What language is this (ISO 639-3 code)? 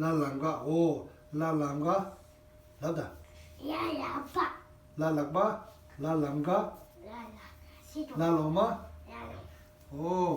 bod